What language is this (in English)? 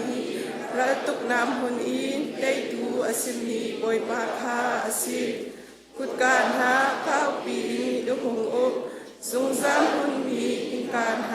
Hakha Chin